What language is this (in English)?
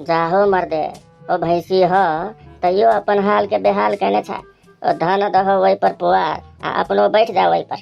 Maithili